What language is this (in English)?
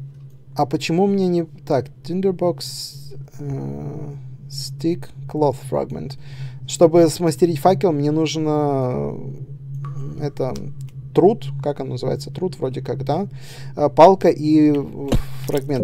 Russian